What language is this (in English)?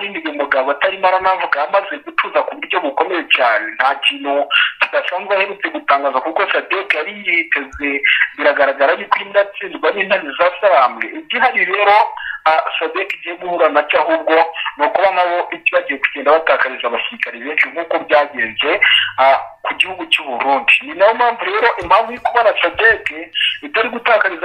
Kinyarwanda